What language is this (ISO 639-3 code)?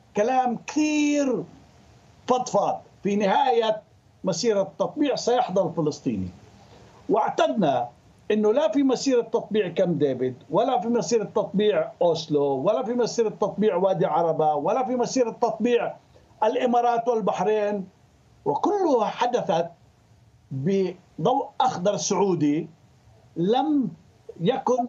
ara